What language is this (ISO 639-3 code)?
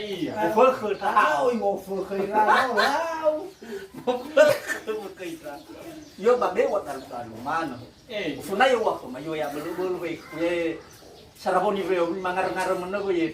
nia